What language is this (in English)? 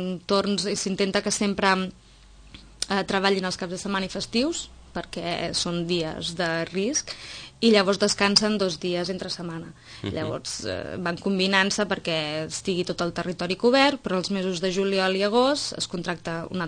Catalan